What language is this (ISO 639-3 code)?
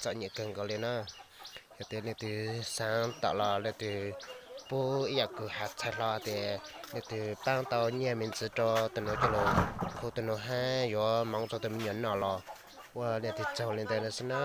hmn